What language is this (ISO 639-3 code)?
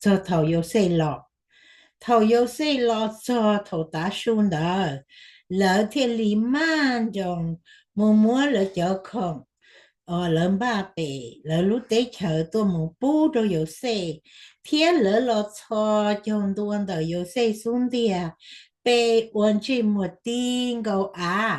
hmn